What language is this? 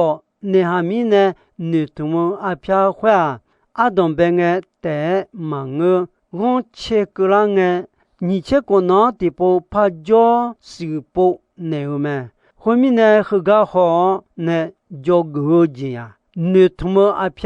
Akha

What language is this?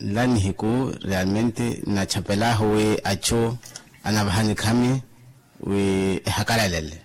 Makhuwa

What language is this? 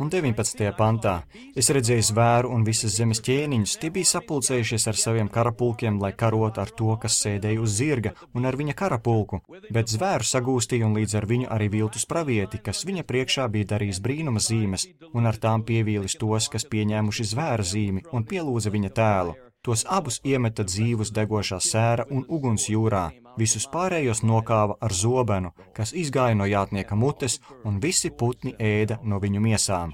Latvian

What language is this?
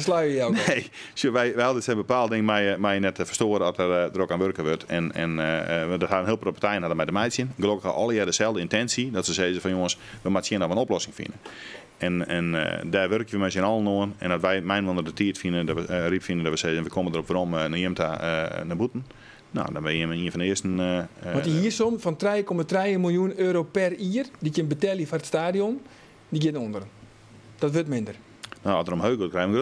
Western Frisian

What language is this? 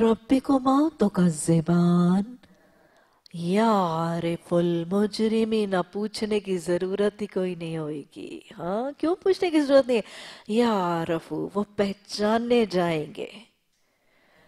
Urdu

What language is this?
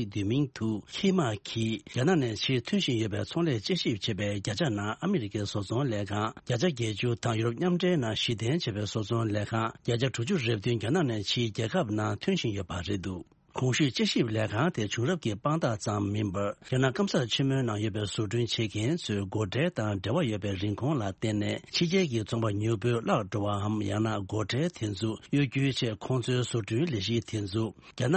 Tibetan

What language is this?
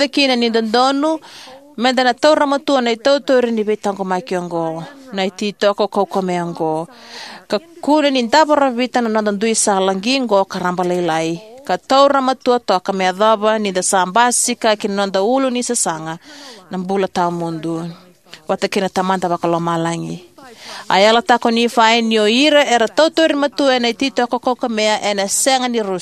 Fijian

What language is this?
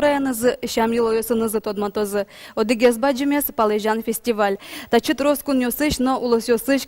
Udmurt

